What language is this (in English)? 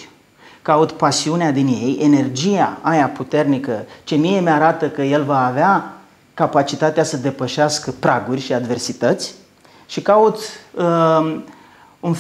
Romanian